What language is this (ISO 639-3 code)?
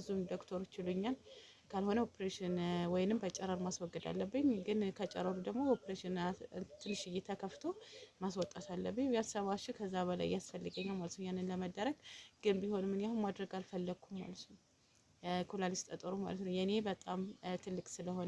amh